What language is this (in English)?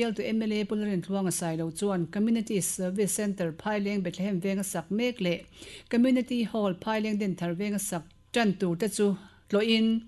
Mizo